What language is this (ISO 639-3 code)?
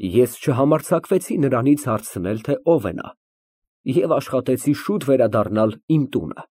hye